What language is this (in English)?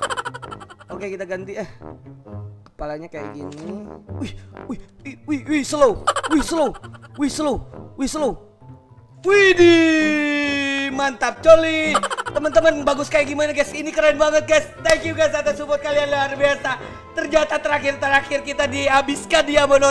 Indonesian